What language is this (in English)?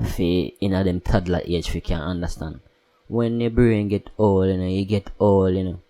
Jamaican Creole English